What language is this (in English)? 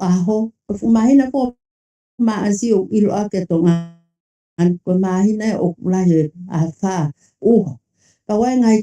Tongan